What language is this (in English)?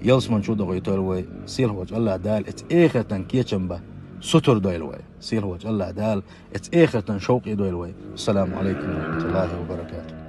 Chechen